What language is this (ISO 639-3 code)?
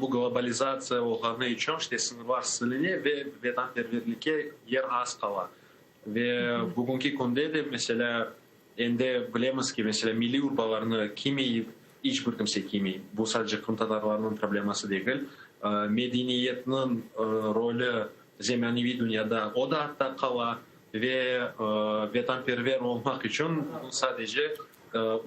crh